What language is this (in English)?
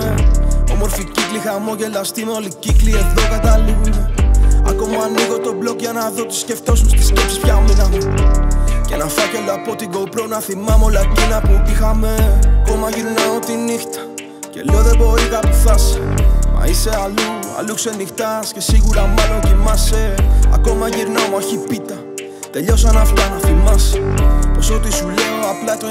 Greek